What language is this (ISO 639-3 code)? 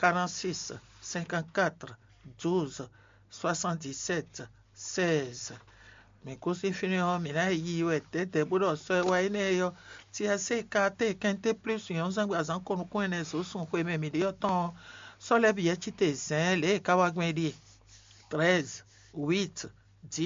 fon